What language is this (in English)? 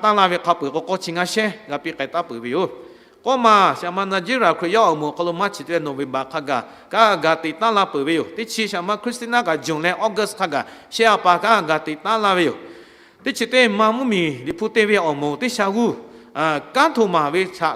Lahu